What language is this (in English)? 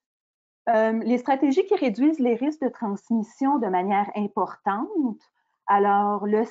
French